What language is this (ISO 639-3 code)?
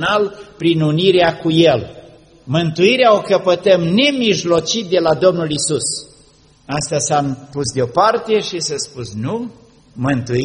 ron